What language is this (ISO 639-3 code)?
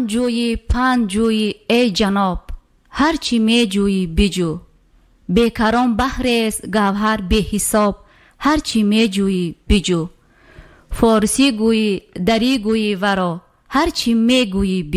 tgk